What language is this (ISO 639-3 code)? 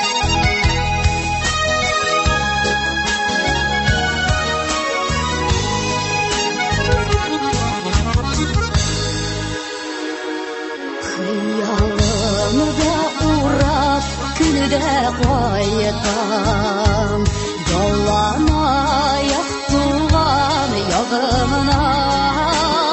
tat